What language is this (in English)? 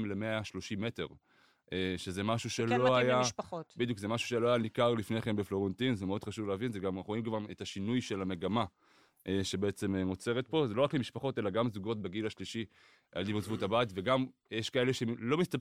Hebrew